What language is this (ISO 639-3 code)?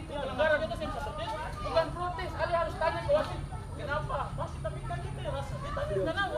abs